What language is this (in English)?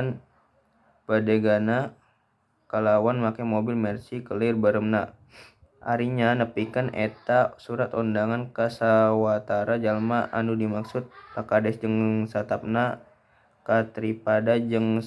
Sundanese